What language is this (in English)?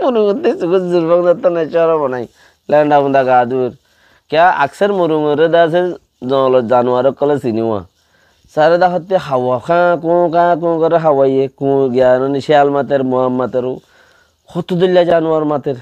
Rohingya